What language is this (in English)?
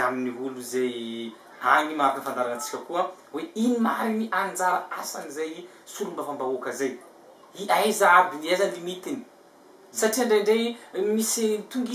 Malagasy